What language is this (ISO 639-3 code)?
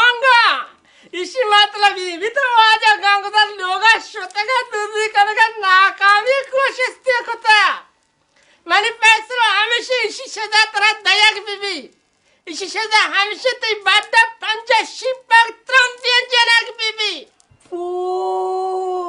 bal